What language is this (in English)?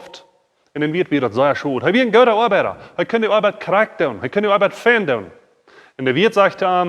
Plautdietsch